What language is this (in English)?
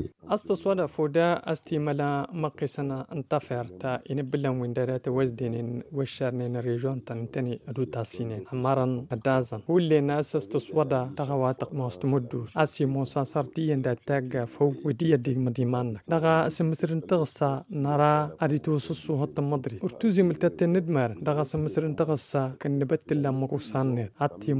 Tamasheq